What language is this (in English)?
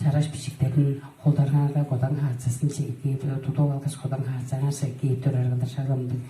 Tuvinian